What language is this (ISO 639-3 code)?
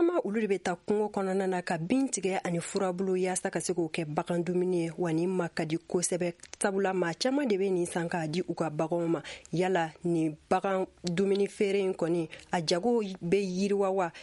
bam